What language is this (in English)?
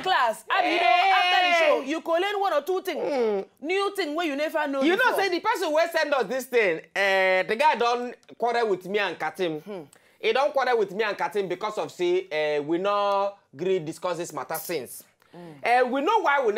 Nigerian Pidgin